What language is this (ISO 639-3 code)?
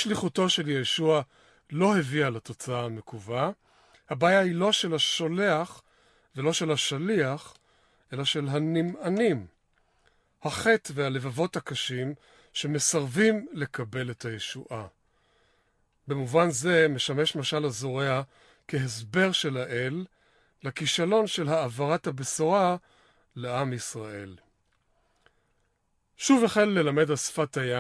heb